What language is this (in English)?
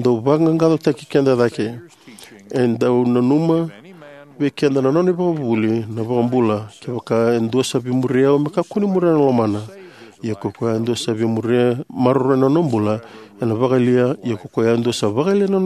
Fijian